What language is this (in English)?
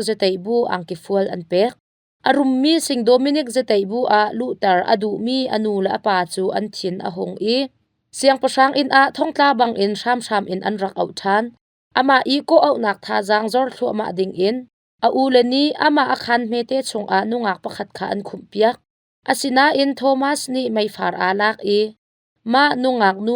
Hakha Chin